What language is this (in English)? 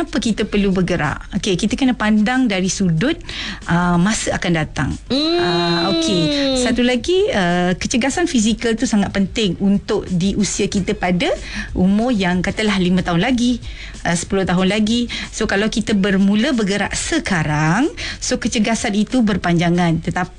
Malay